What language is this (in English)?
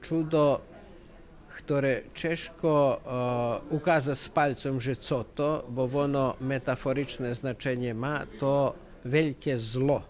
Rusyn